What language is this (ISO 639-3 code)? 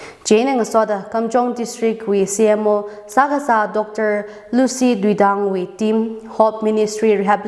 nmf